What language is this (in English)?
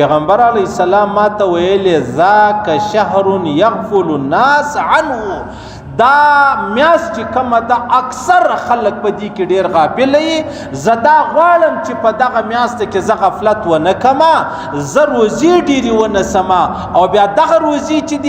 Pashto